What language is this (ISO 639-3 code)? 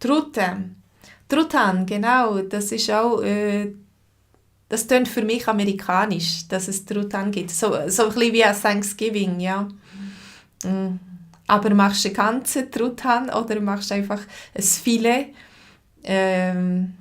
gsw